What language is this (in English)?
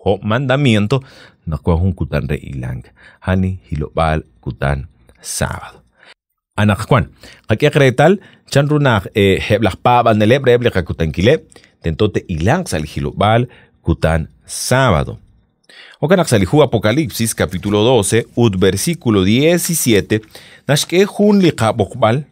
Kekchí